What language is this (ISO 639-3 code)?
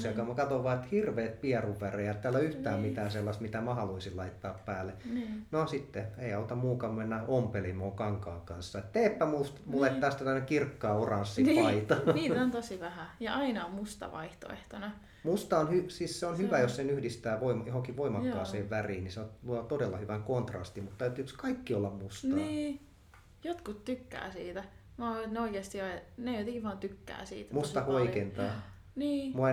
fin